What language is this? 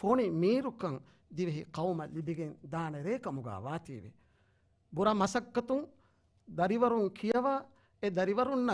Divehi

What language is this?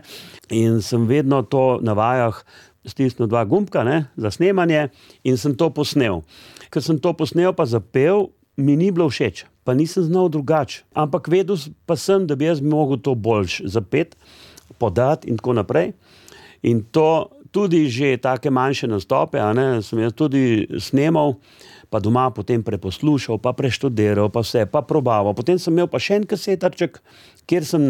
Slovenian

